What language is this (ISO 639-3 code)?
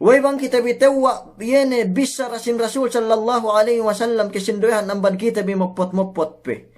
yka